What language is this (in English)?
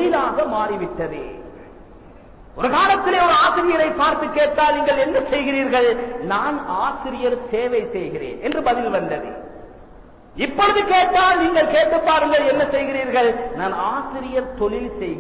Tamil